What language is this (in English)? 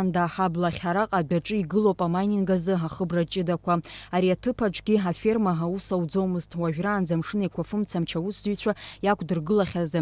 Abkhazian